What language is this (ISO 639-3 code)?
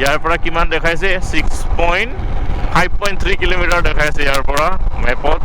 asm